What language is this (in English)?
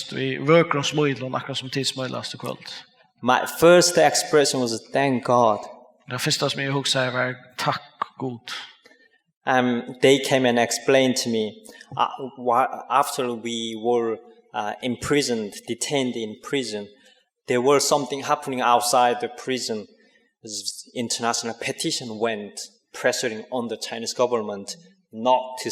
Faroese